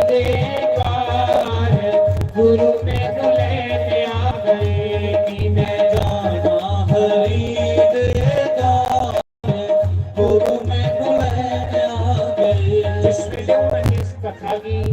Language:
Dogri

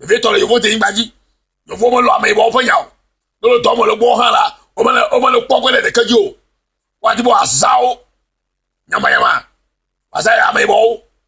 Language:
Ewe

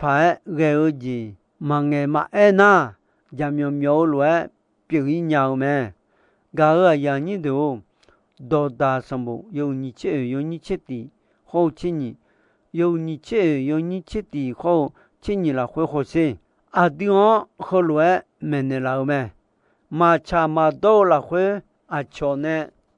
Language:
Akha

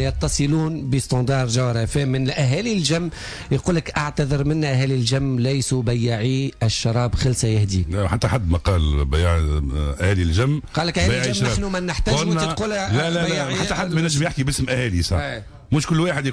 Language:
Tunisian Arabic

